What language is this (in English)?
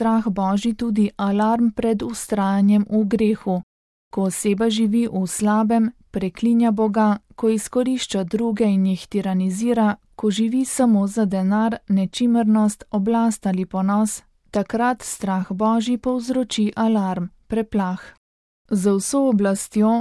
Slovenian